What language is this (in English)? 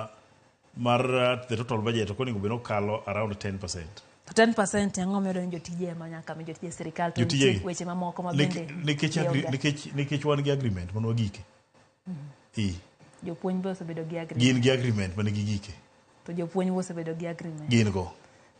Luo (Kenya and Tanzania)